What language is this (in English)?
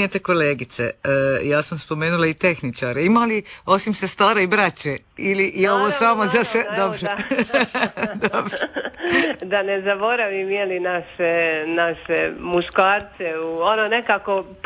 Croatian